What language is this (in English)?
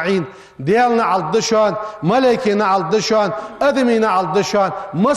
Ingush